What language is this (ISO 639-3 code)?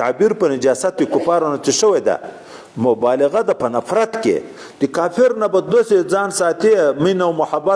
pus